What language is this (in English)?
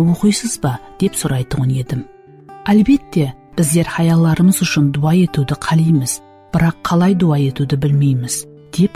Kara-Kalpak